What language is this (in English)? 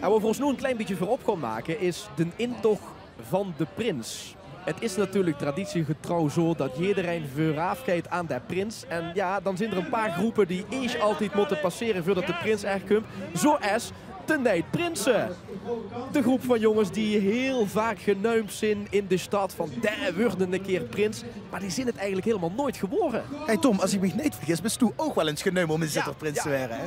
Limburgish